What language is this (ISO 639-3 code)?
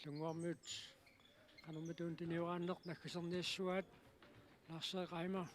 kal